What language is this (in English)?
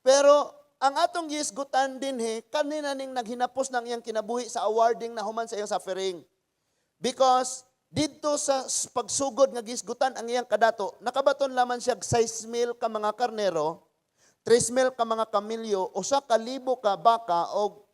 Cebuano